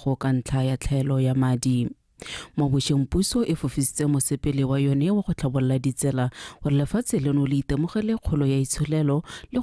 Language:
Tswana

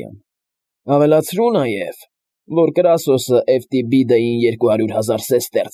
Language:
Armenian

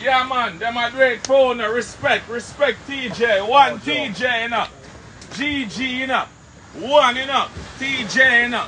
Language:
Jamaican Creole English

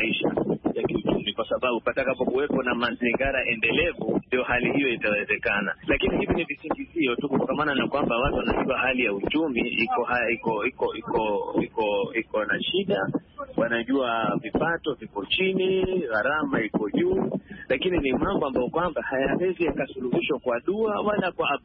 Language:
Swahili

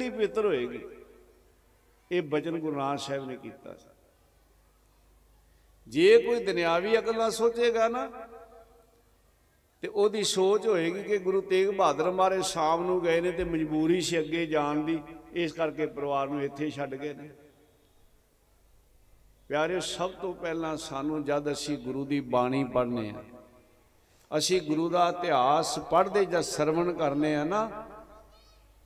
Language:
Punjabi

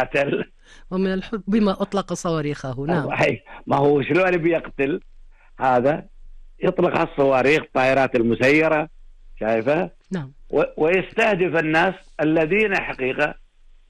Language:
Gulf Arabic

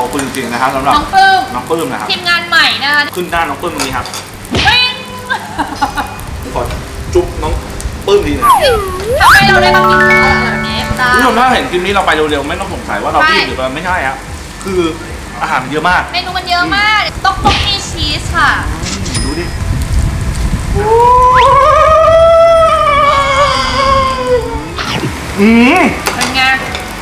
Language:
Thai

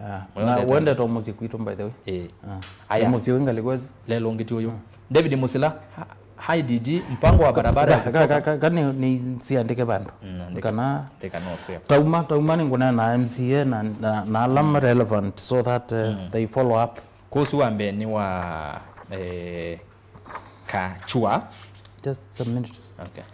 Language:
Kamba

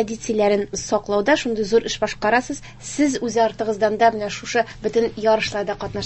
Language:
Tatar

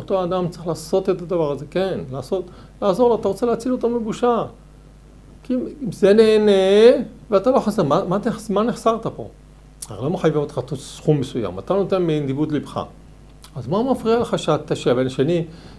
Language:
Hebrew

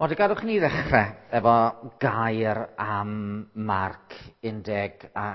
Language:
Welsh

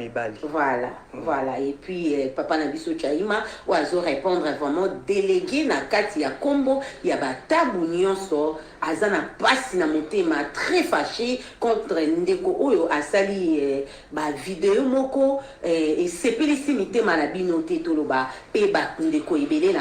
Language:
Lingala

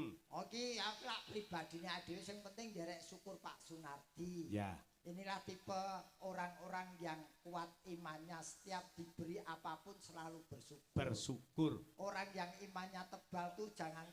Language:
Javanese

